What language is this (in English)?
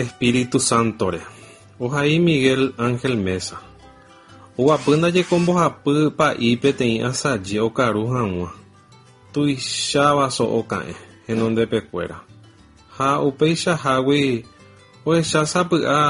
Guarani